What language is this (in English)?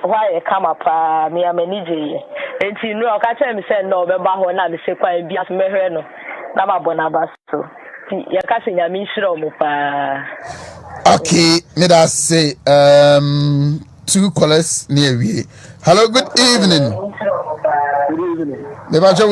Akan